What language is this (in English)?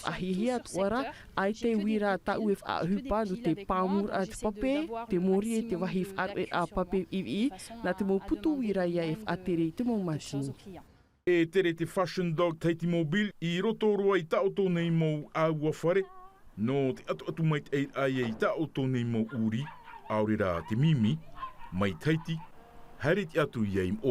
Tahitian